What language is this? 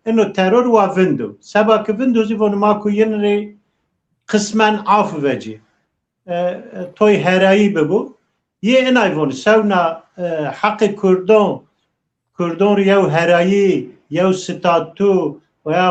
Zaza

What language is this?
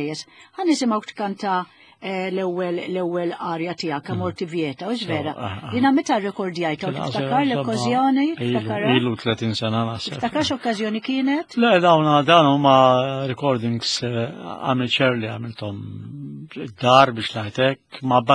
Maltese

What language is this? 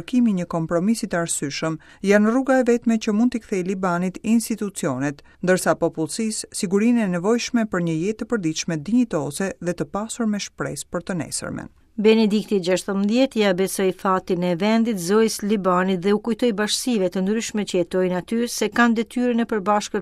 Albanian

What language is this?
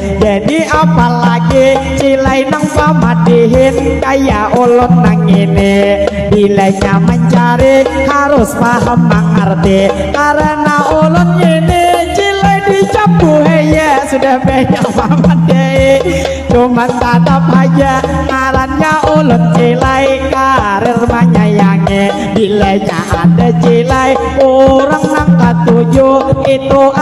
Banjar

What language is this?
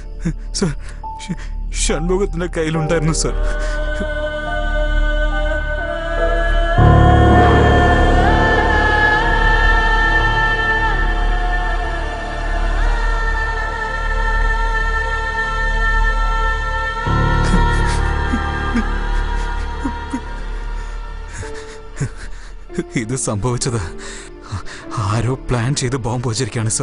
Malayalam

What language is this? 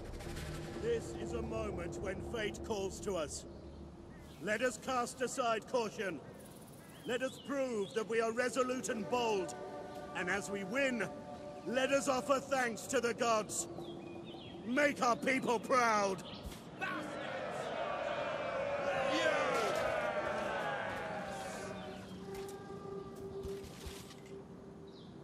English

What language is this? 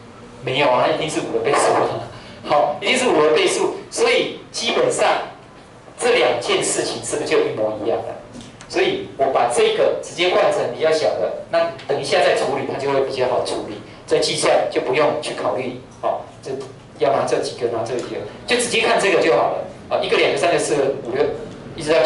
Chinese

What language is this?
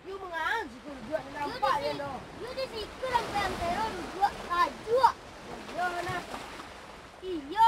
Minangkabau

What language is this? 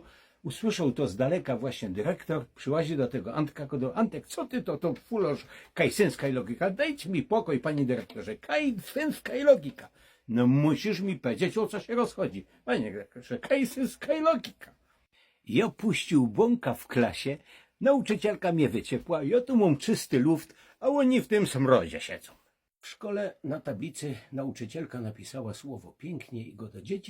Silesian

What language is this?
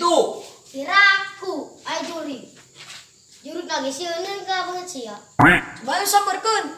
Sundanese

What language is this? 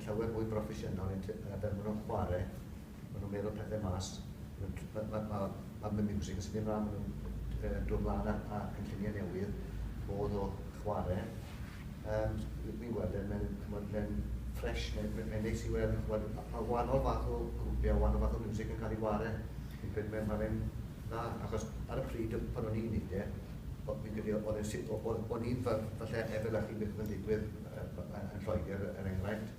Welsh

